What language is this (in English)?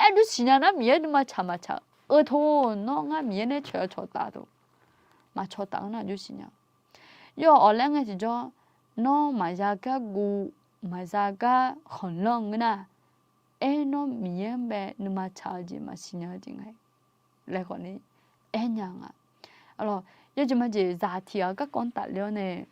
Akha